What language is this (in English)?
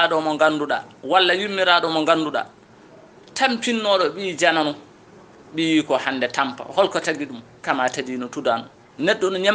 Fula